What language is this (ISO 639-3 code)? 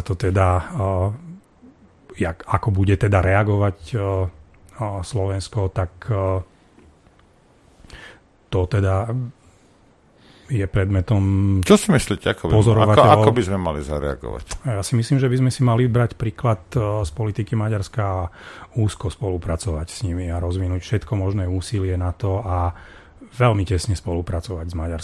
slk